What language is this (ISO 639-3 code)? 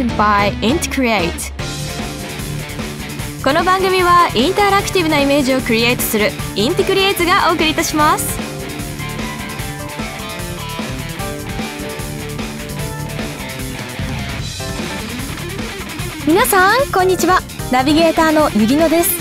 jpn